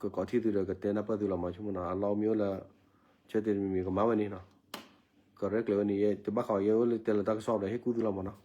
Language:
S'gaw Karen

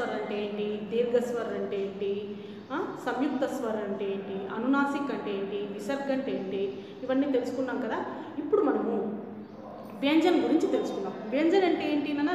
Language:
Telugu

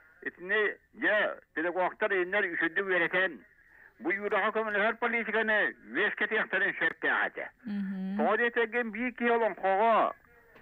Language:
Yakut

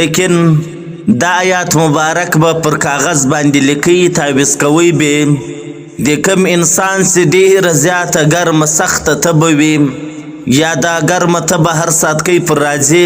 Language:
Pashto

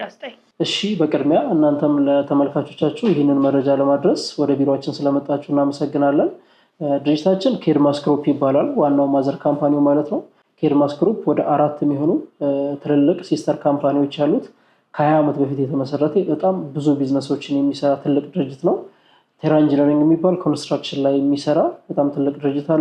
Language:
Amharic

